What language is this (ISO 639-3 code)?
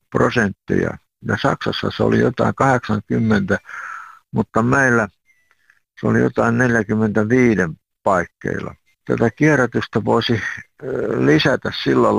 fin